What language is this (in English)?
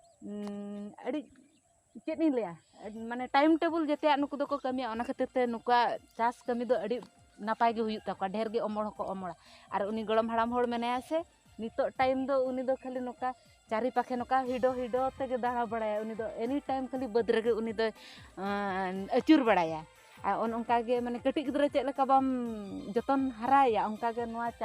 Santali